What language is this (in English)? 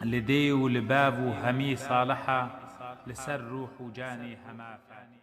Kurdish